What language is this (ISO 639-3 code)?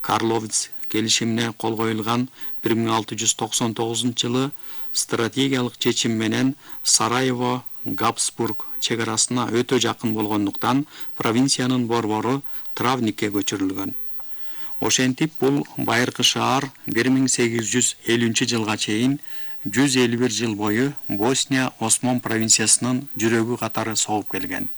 kir